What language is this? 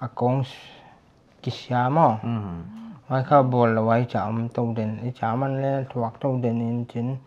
Paite Chin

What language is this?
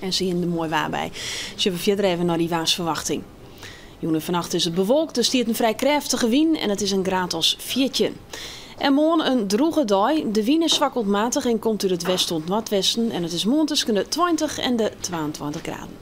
Western Frisian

